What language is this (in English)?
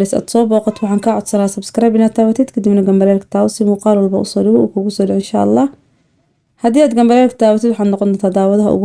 Somali